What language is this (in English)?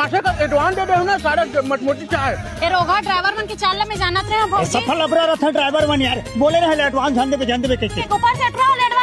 Chhattisgarhi